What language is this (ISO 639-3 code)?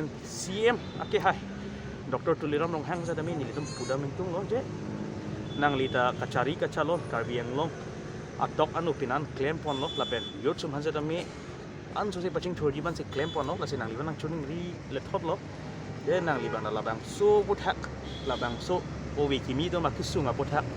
mjw